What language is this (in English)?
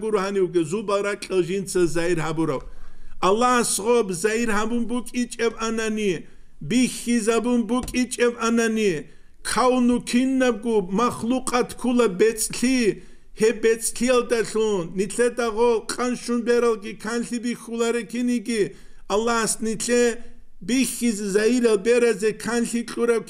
Avaric